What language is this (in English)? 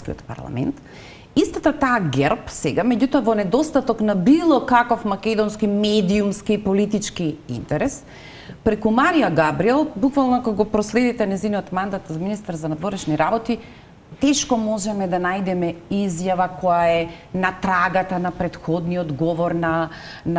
Macedonian